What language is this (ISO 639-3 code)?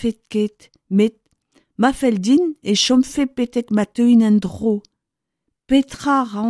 bre